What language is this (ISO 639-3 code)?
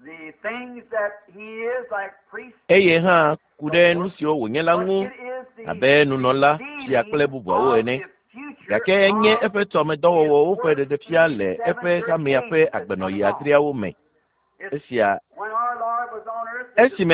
ewe